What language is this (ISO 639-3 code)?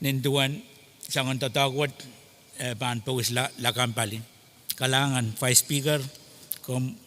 pon